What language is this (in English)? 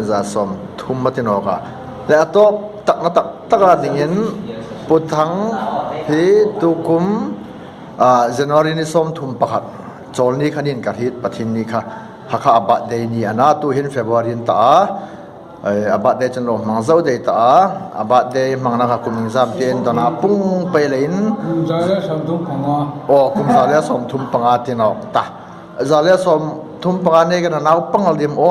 Hmar